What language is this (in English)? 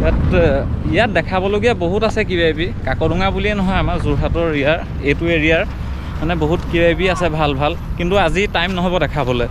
Assamese